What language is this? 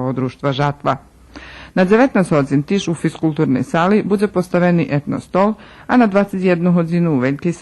Rusyn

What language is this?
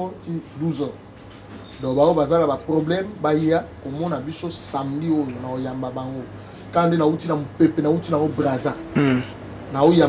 Lingala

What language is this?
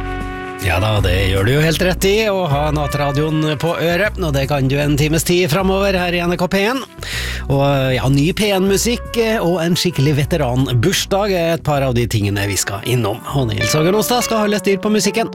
Norwegian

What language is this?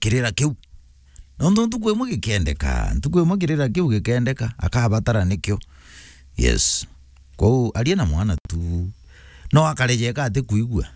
Meru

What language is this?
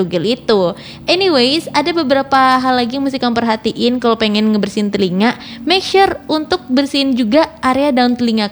Indonesian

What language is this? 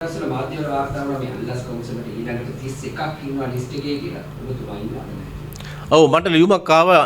Sinhala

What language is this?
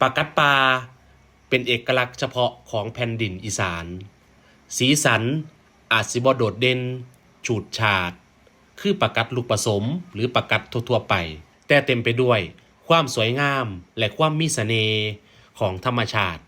Northeastern Thai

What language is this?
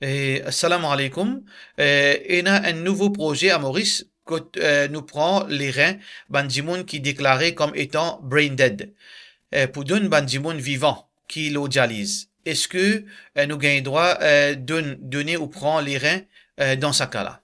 Morisyen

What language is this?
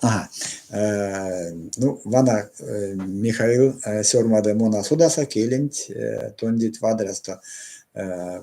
Erzya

